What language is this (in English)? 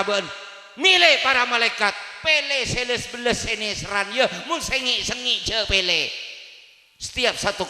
Madurese